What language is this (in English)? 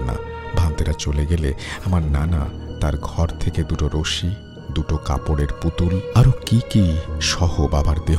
Bangla